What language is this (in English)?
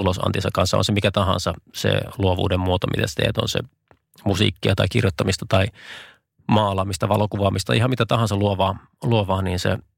Finnish